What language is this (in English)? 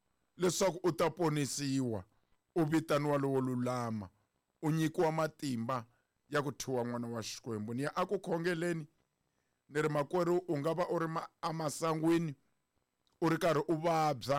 Tsonga